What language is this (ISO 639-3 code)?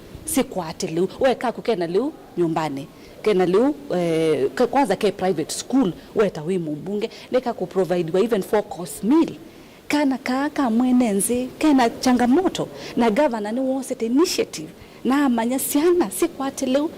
kam